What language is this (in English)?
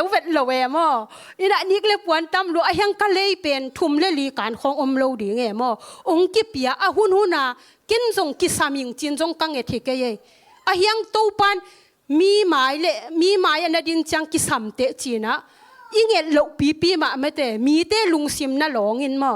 Tedim Chin